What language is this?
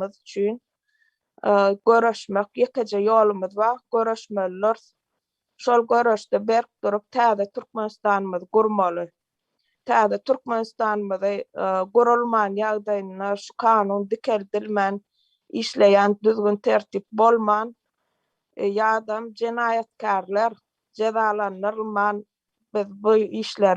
Turkmen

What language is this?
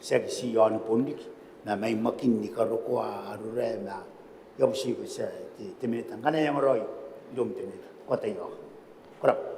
Gilbertese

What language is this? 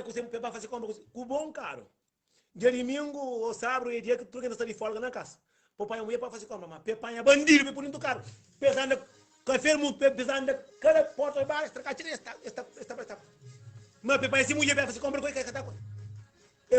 Kabuverdianu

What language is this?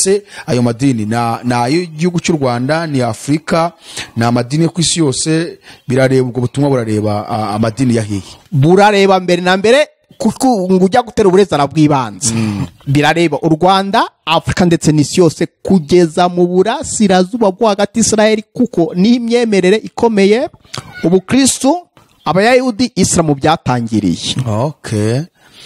Kinyarwanda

